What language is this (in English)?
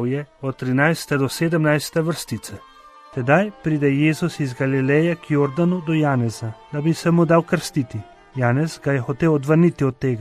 Slovenian